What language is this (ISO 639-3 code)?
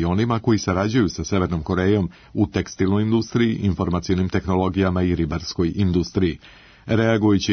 srp